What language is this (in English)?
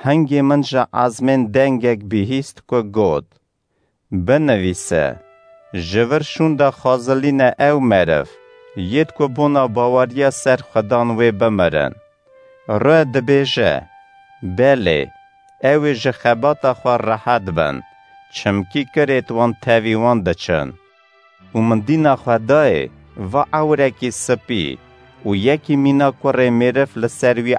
Kurdish